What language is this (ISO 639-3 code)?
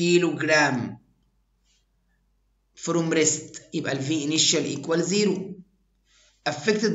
arz